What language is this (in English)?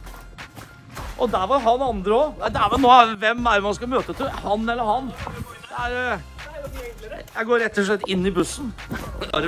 Norwegian